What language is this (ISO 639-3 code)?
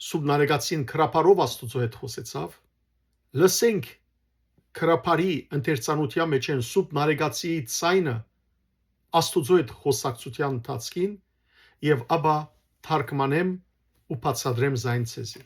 hyw